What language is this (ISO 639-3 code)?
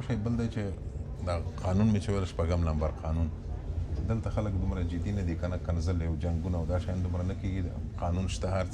pus